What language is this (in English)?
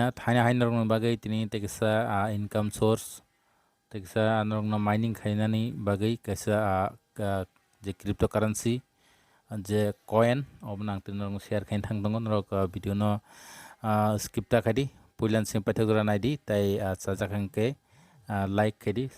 Kok Borok